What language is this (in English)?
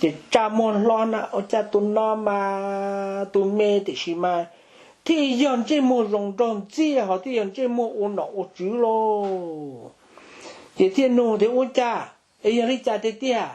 Hmong